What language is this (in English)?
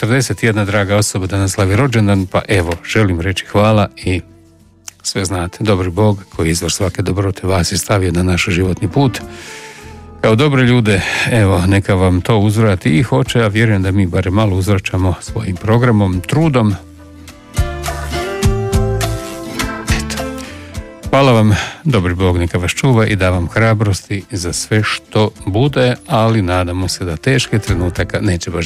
Croatian